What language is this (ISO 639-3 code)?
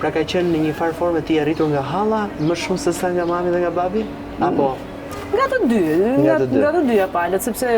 sqi